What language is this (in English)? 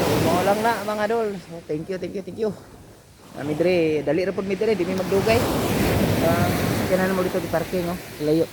Cebuano